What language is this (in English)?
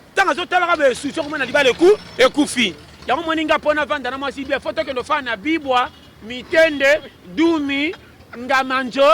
Lingala